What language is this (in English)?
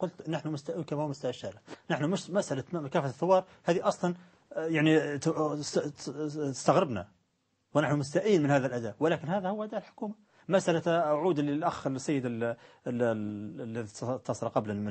Arabic